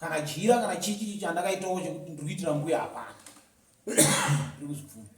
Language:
Shona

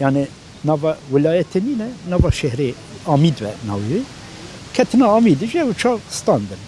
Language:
Kurdish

